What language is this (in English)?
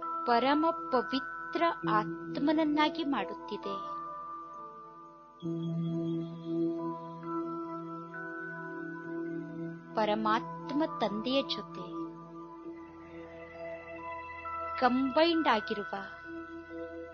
Kannada